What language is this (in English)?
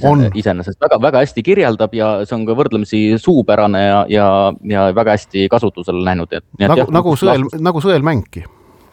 Estonian